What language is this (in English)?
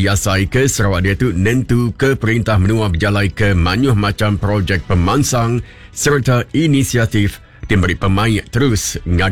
Iban